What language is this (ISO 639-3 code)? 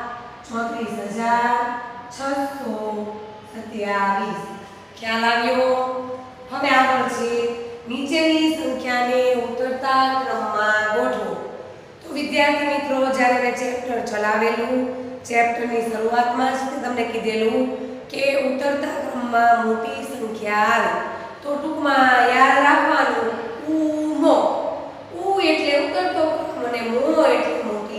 guj